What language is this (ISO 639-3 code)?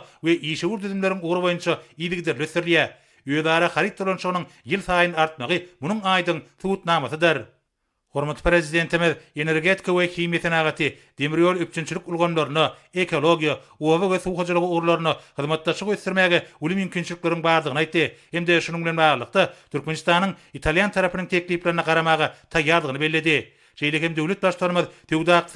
tuk